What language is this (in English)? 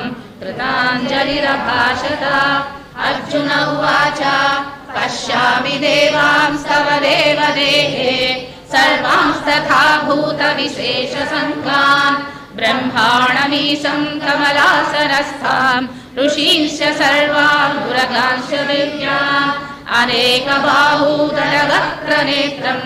Sanskrit